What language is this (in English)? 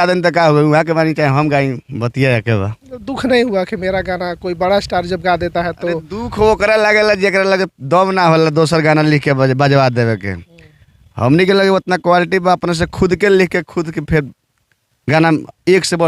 Bhojpuri